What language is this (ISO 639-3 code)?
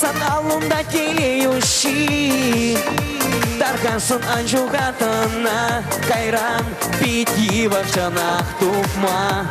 chv